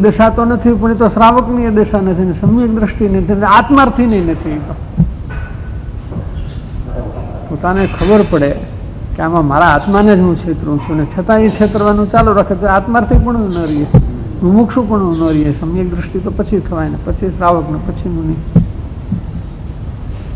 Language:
Gujarati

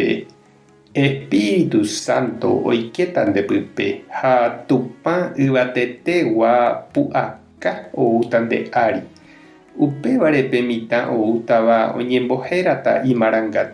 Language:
Guarani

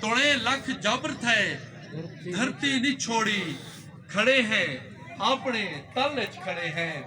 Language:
Saraiki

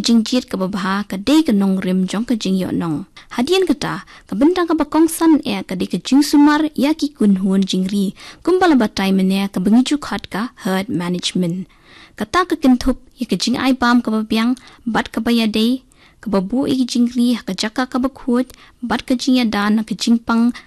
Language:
Khasi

